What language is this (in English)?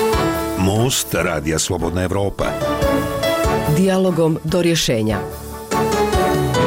Bosnian